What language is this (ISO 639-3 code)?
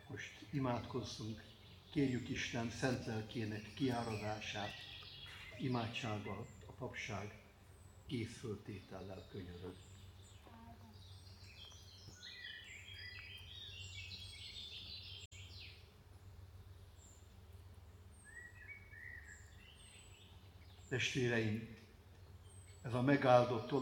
hun